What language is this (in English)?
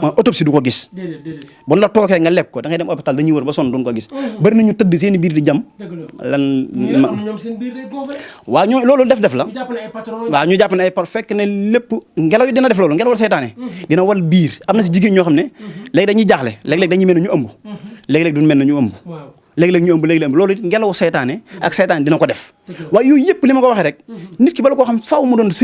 Wolof